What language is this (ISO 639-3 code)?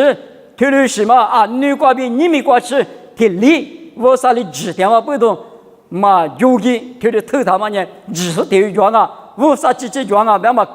lis